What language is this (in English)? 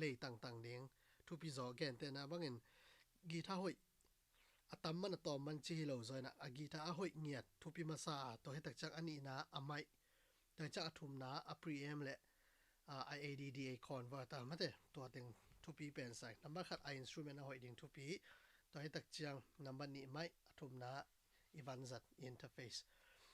Tedim Chin